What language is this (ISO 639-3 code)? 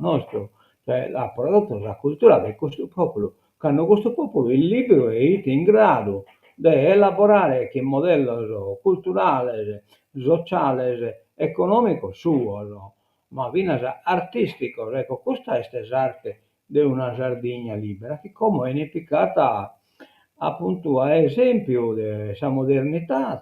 srd